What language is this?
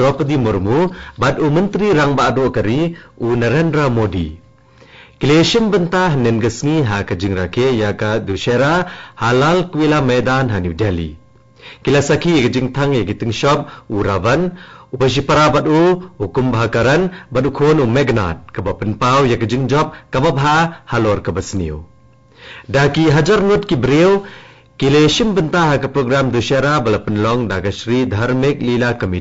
Khasi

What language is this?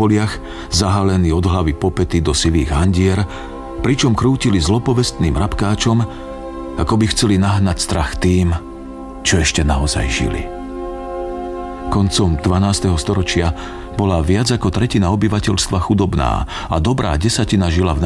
Slovak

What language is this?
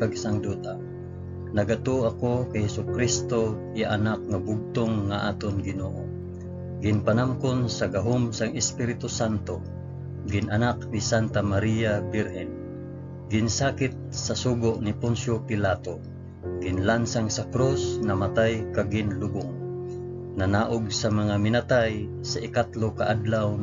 Hiligaynon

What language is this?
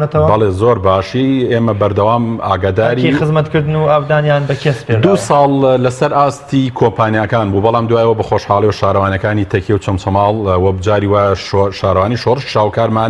Central Kurdish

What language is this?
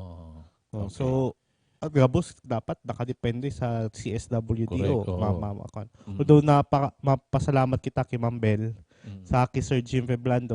Bikol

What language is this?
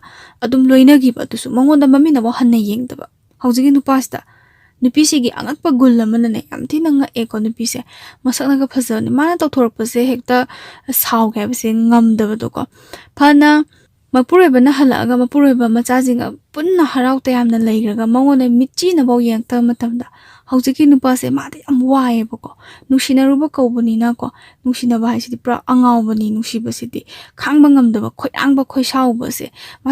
Manipuri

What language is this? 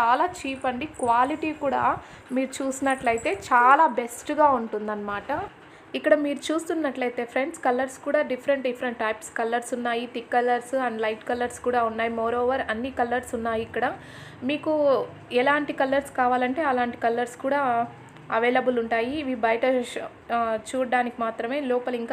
Telugu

